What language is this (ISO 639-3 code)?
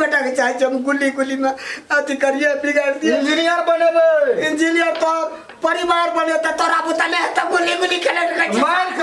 mai